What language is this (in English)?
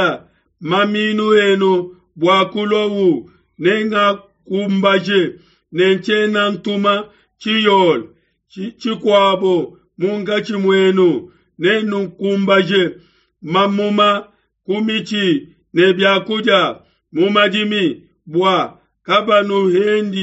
Luba-Lulua